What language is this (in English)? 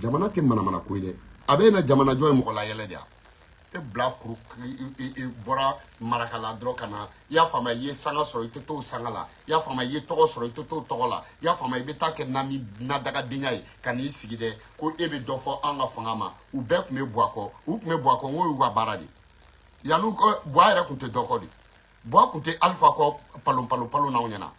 Bambara